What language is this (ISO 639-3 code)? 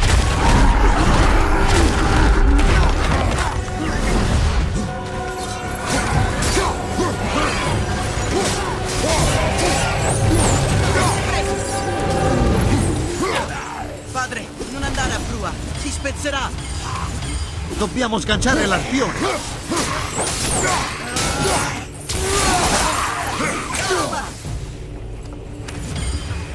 ita